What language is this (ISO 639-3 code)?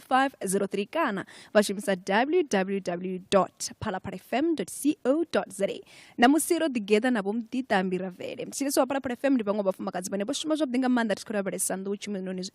ven